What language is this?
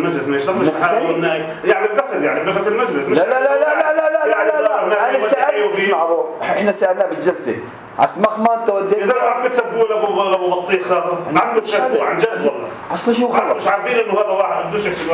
North Levantine Arabic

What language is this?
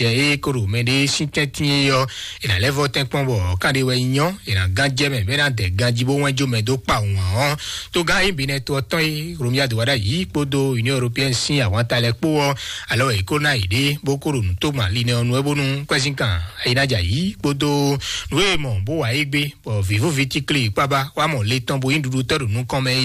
Fon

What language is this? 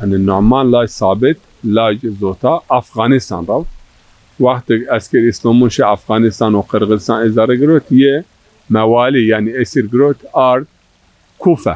Zaza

